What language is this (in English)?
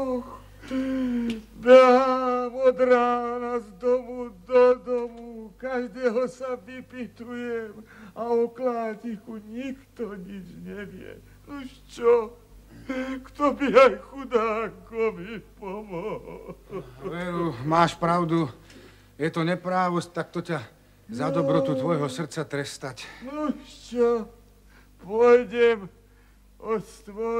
Slovak